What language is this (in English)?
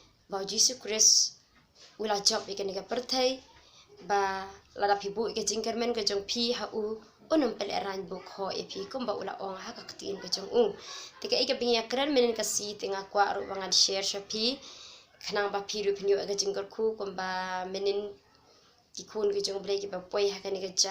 Khasi